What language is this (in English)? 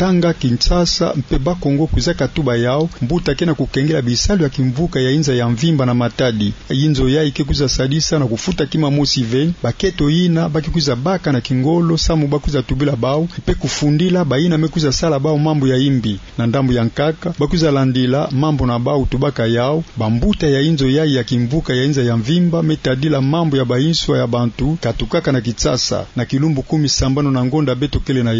Kituba (Democratic Republic of Congo)